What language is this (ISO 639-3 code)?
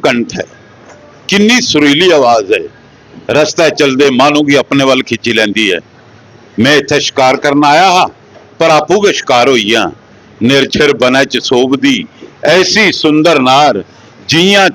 doi